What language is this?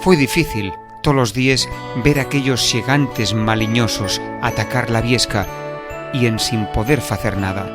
Asturian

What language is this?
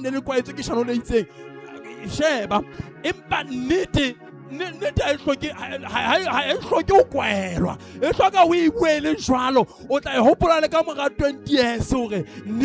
Southern Sotho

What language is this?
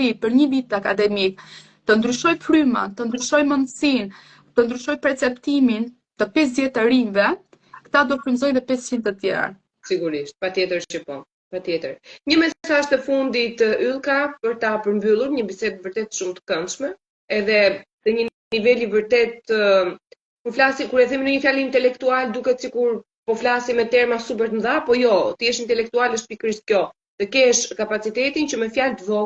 Albanian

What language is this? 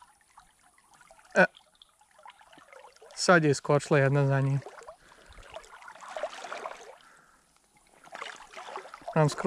Croatian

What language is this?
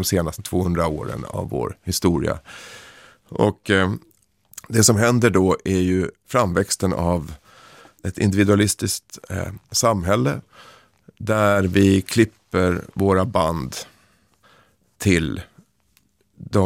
Swedish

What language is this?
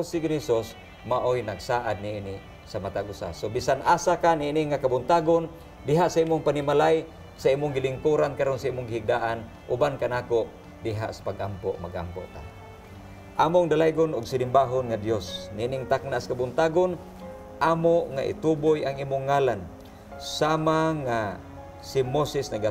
Cebuano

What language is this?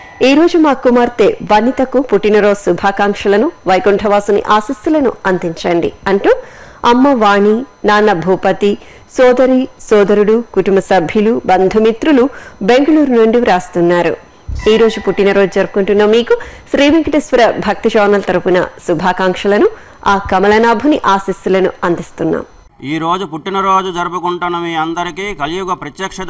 Telugu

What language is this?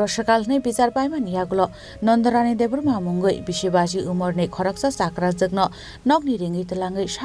Kok Borok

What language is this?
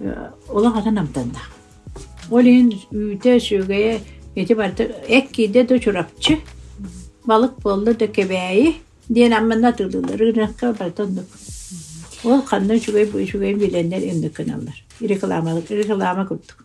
Yakut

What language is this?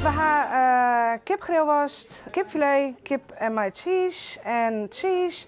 Western Frisian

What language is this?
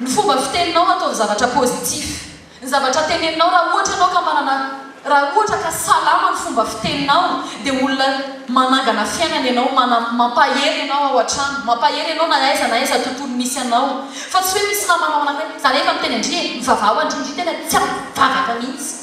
Malagasy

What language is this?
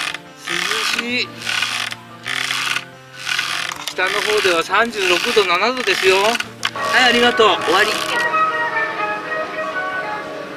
Japanese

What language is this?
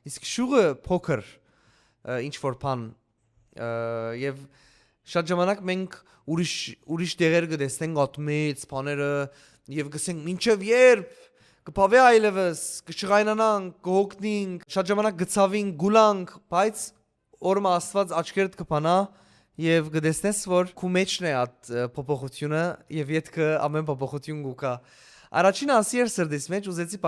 Western Armenian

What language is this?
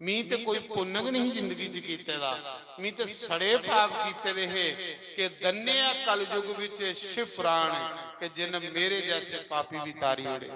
Dogri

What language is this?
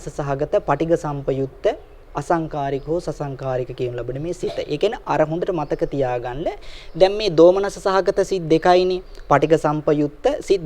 Sinhala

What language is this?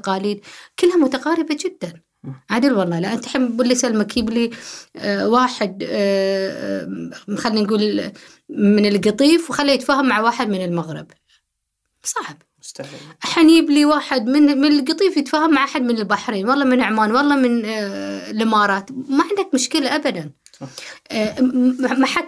Gulf Arabic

